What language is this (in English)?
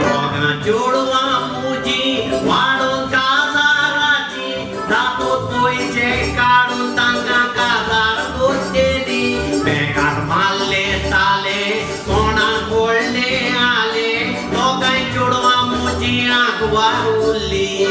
Konkani